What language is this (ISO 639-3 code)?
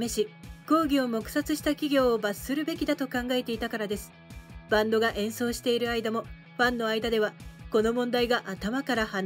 jpn